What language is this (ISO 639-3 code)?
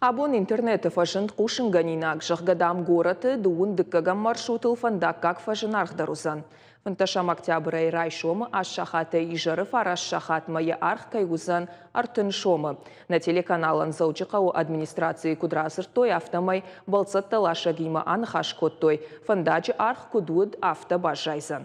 oss